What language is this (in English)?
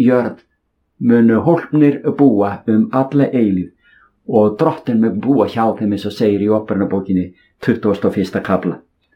Icelandic